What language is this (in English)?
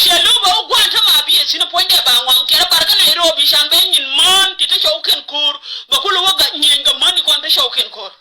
Nuer